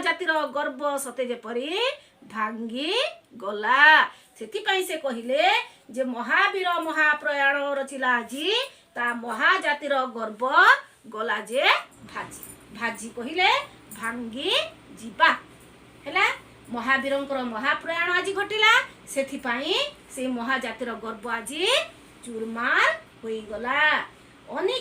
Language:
Odia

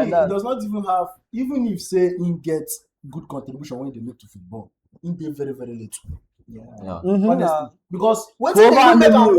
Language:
Nigerian Pidgin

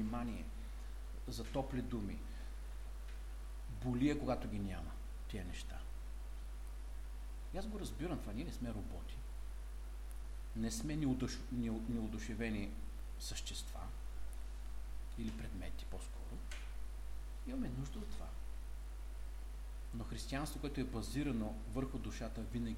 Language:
Bulgarian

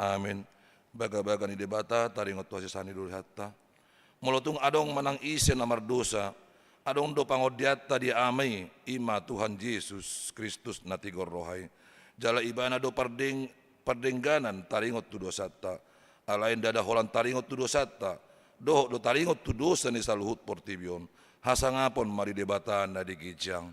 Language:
Batak Toba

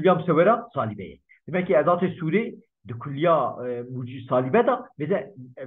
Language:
Kurdish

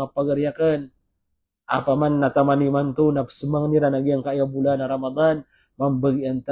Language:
Maranao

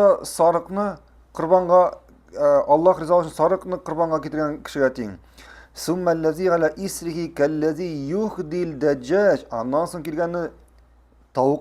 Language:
Tatar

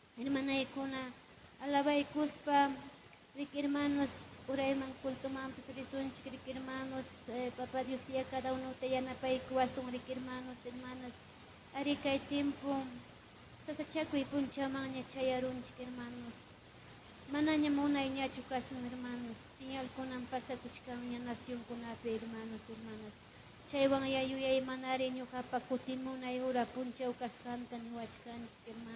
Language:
Ayacucho Quechua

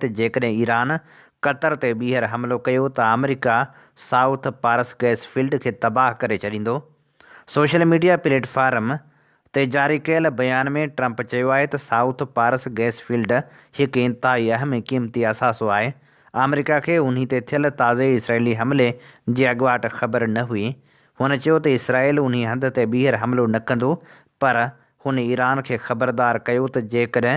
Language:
Sindhi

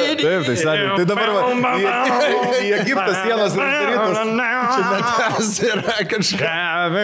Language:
Lithuanian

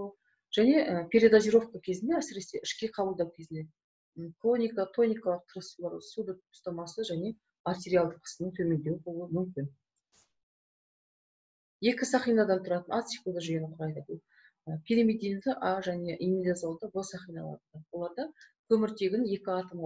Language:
Kazakh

